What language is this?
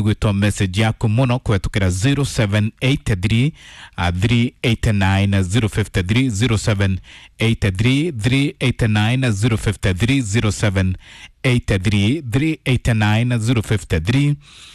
Kikuyu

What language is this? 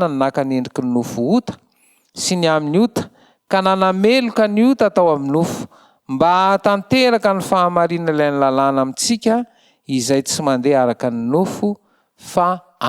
Malagasy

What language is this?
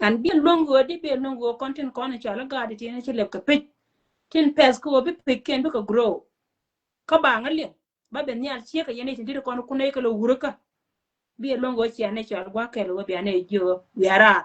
Nuer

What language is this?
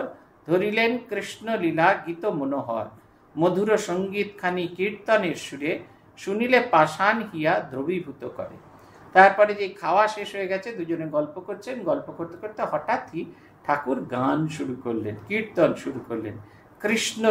Bangla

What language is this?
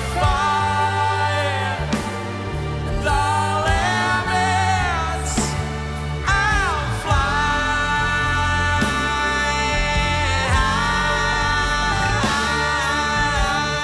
English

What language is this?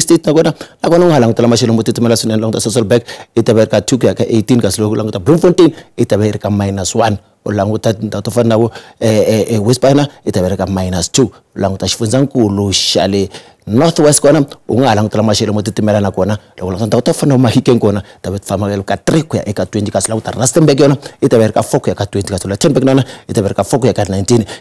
Tsonga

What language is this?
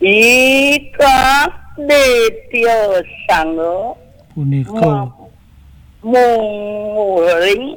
Balinese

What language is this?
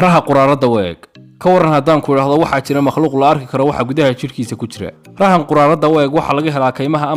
Somali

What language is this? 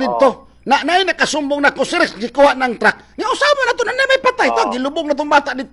Cebuano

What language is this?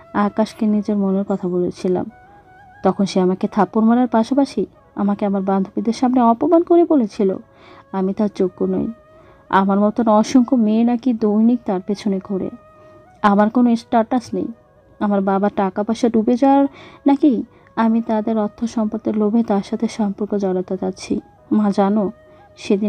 Bangla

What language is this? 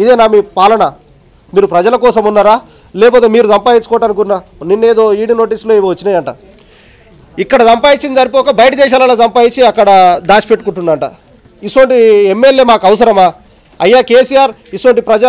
Telugu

